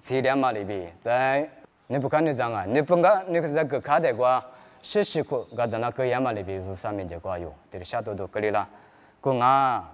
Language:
Lisu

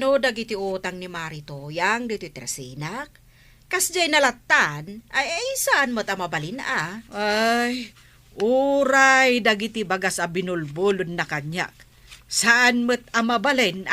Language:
Iloko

